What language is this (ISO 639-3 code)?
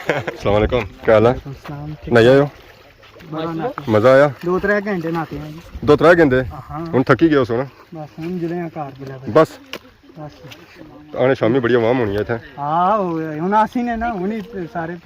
phr